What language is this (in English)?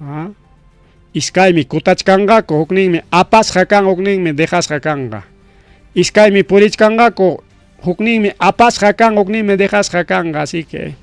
Ayacucho Quechua